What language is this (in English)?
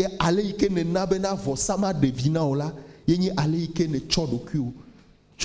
Ewe